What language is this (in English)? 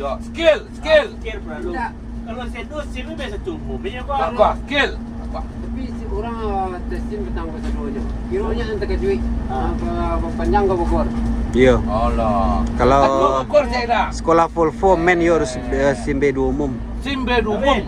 Minangkabau